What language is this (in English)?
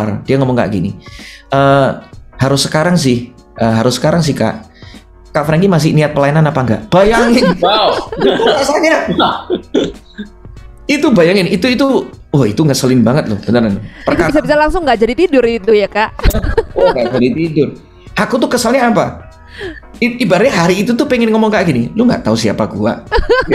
Indonesian